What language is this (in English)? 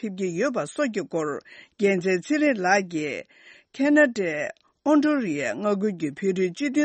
Tibetan